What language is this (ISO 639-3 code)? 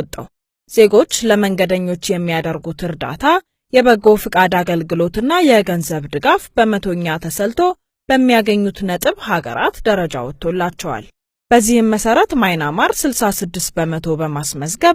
amh